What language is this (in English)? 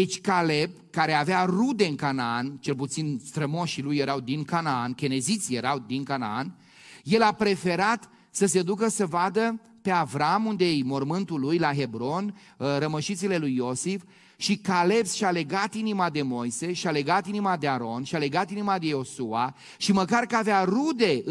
Romanian